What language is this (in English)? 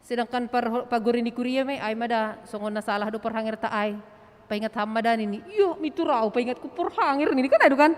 Batak Simalungun